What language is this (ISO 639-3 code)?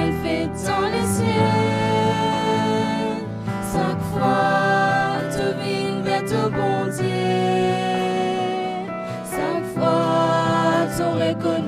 mfe